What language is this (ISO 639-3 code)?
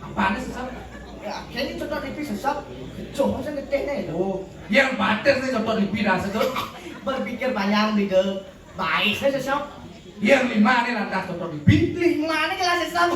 ban